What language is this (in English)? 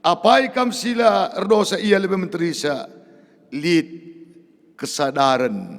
Batak Karo